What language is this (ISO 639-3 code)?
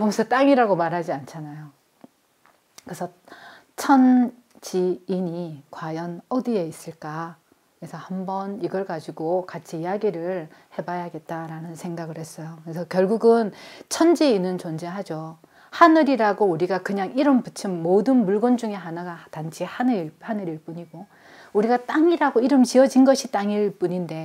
kor